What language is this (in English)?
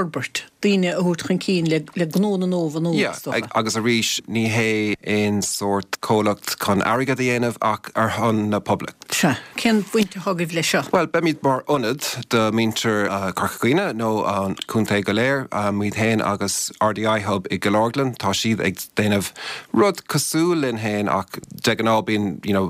Irish